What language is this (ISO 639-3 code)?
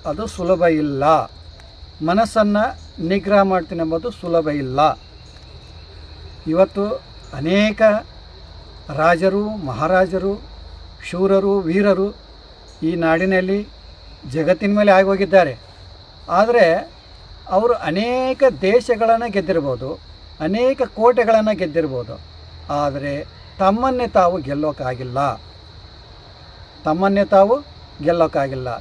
kan